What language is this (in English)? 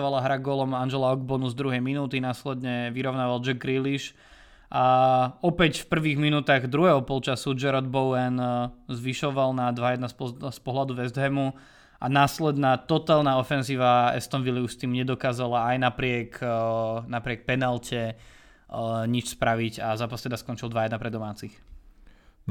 Slovak